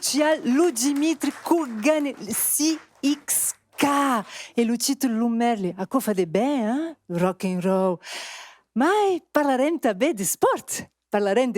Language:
Occitan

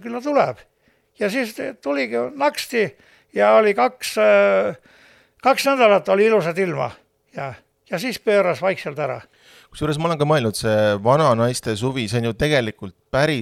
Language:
Estonian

